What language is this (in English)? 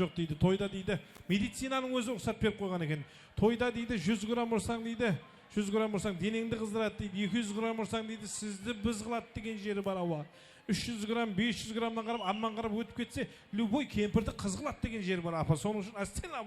Kara-Kalpak